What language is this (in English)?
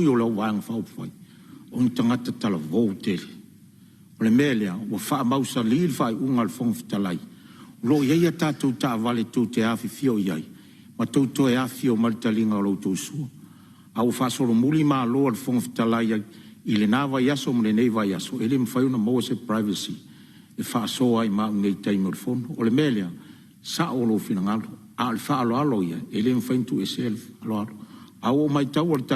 Samoan